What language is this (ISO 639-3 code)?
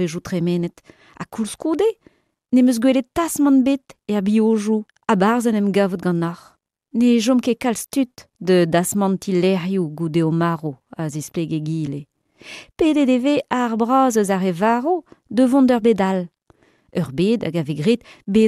bre